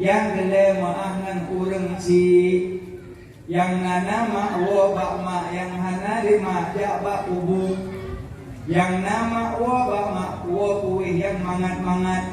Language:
Achinese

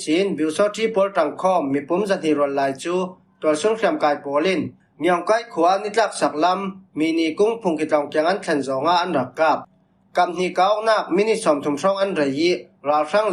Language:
Falam Chin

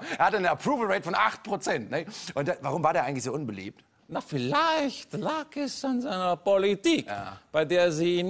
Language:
German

